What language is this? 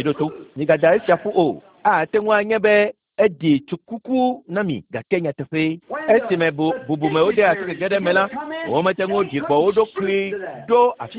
Ewe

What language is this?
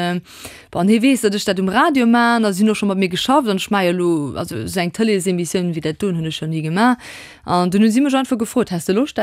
Luxembourgish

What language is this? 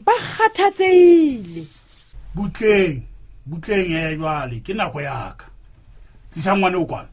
Southern Sotho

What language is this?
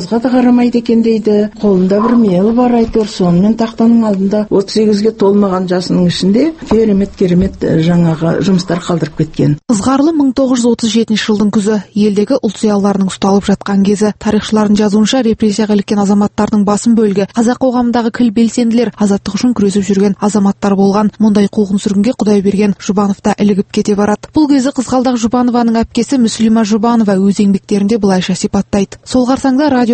Kazakh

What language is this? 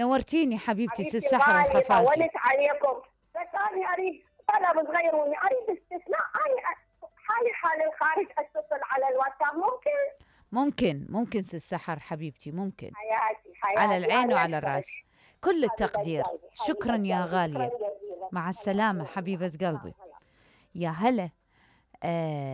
Mesopotamian Arabic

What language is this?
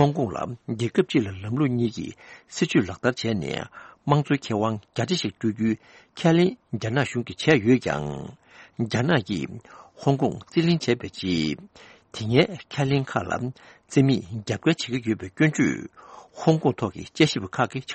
Tibetan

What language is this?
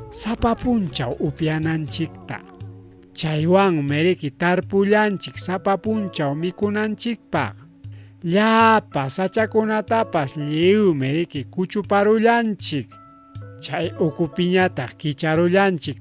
Ayacucho Quechua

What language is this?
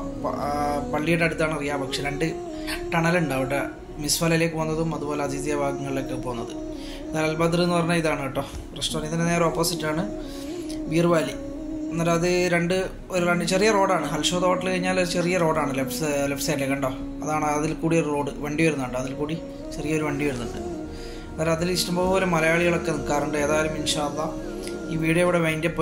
Malayalam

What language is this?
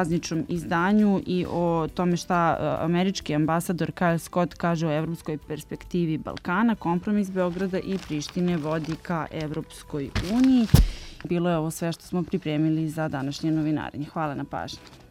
Serbian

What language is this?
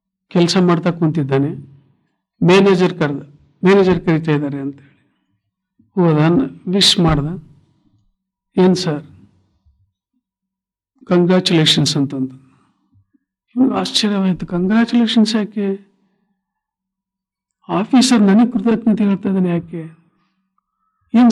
Kannada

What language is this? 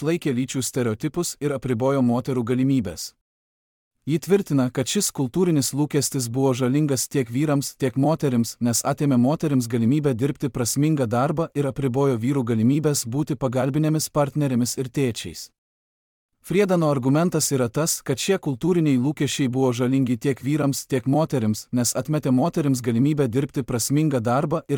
Lithuanian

